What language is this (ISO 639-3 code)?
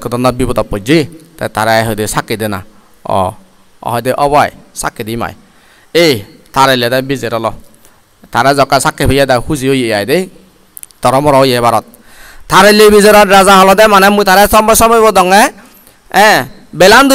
ccp